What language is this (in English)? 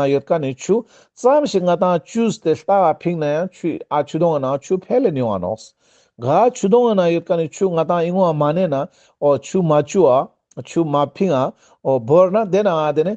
Ladakhi